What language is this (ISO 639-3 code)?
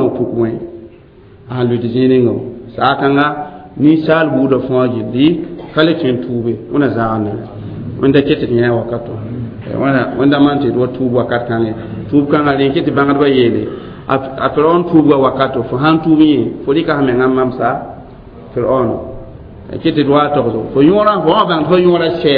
mos